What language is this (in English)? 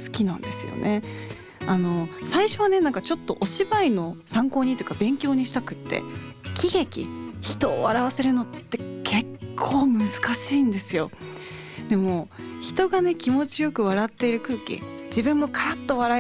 Japanese